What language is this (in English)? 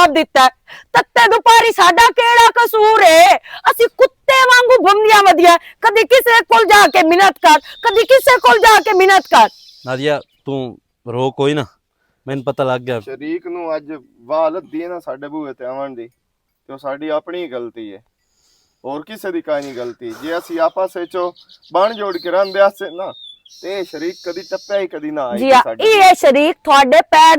Western Panjabi